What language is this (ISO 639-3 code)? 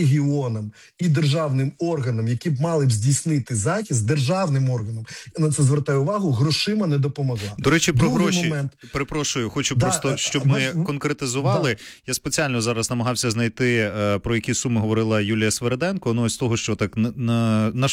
ukr